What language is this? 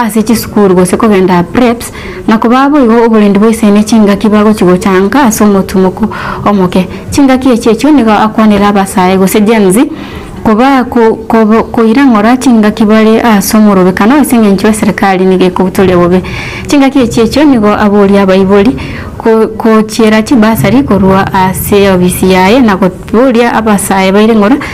Gusii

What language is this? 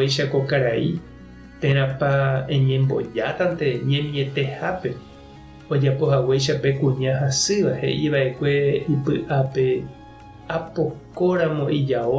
Guarani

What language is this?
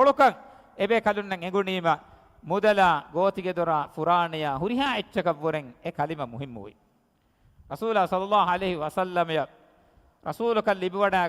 Divehi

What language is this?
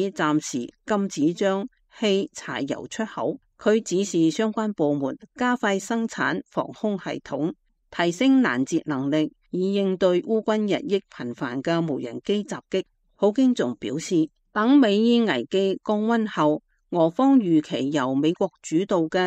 Cantonese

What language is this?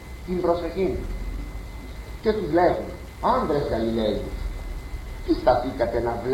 Greek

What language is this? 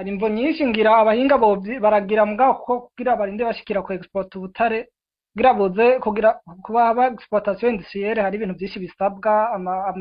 Rundi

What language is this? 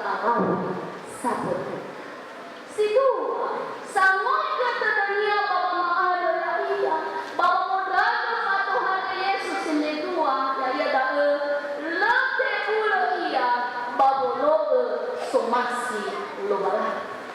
Nias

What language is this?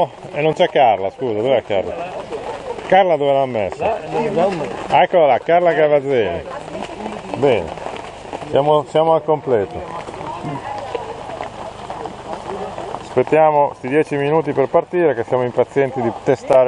Italian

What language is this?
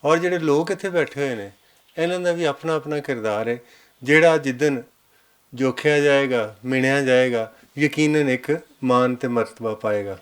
Western Panjabi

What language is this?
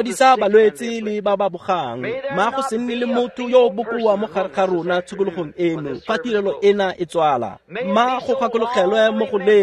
Tswana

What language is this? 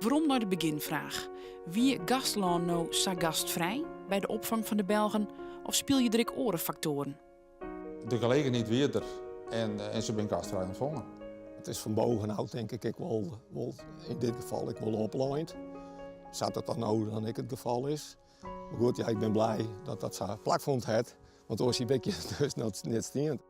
Western Frisian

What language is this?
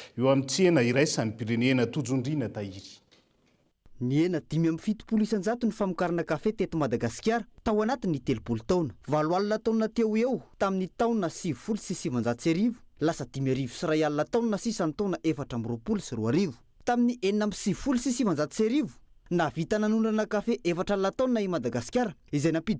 Malagasy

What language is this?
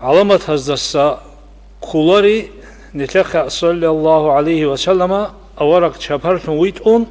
Avaric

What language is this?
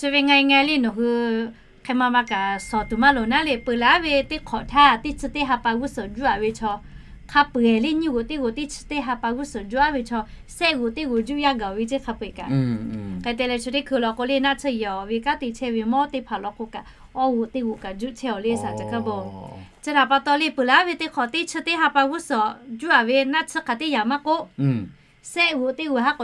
Lahu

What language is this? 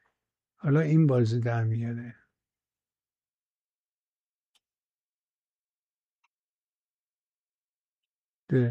Persian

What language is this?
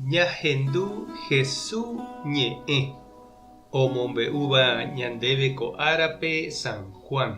Guarani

